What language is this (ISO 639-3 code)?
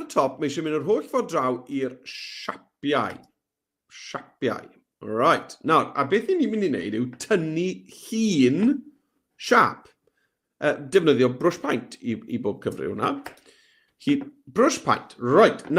cym